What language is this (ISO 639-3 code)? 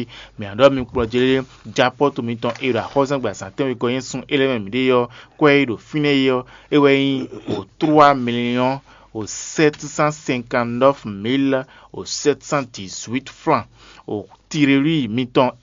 fon